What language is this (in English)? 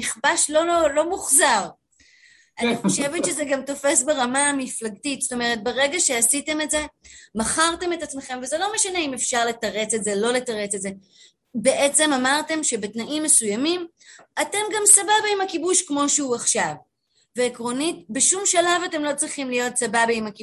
Hebrew